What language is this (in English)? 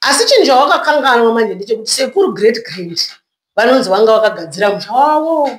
Shona